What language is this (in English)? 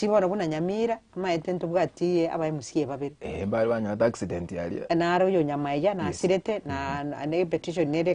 Gusii